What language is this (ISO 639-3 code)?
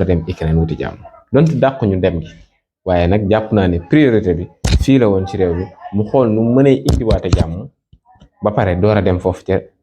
wol